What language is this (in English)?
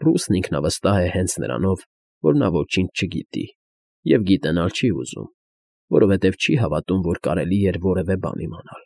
Armenian